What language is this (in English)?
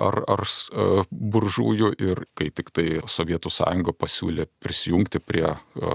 Lithuanian